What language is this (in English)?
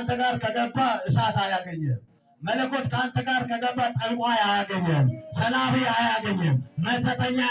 Amharic